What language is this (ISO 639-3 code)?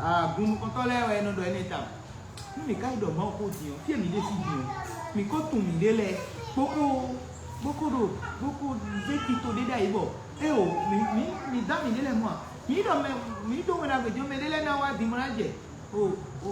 fon